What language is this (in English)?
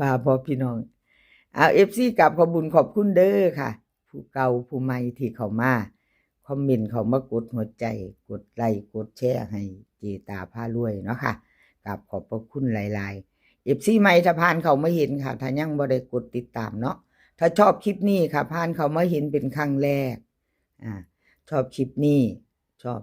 Northeastern Thai